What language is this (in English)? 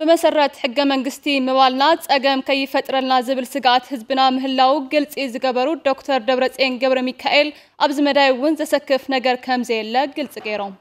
Tigrinya